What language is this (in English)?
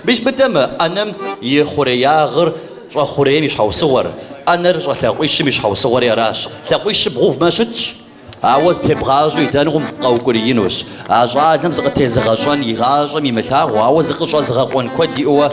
Kabardian